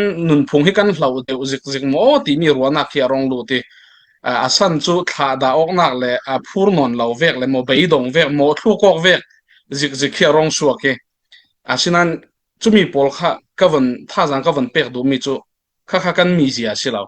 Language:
Falam Chin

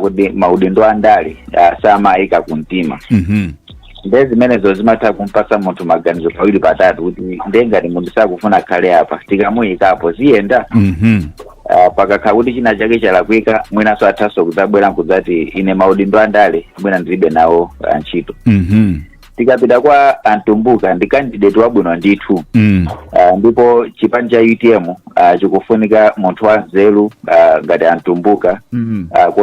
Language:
Nyanja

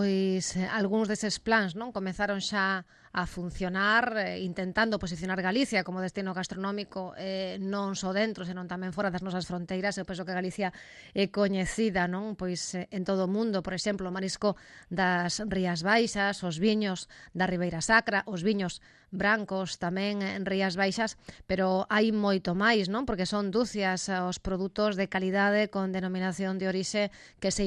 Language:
Galician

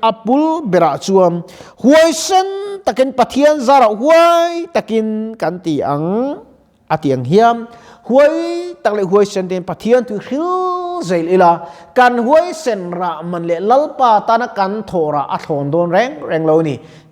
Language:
Mizo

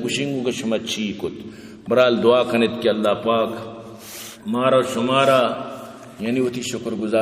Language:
Baluchi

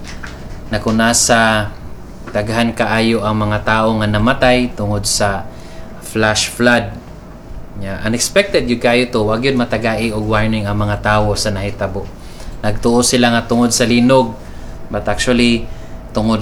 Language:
Cebuano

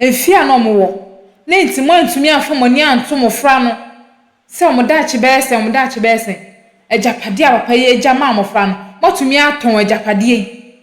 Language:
Akan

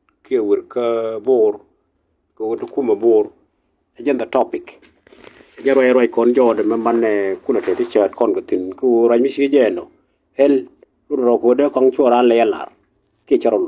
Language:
Nuer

